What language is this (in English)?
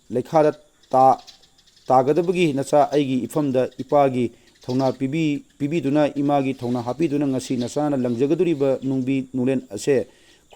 Manipuri